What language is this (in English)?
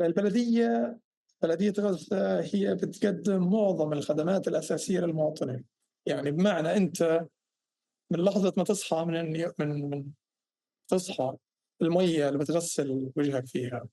North Levantine Arabic